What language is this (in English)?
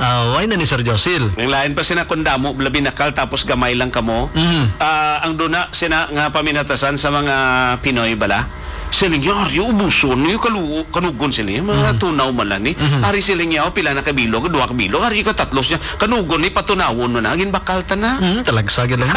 Hiligaynon